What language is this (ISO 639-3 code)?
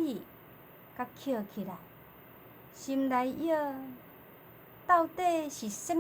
nan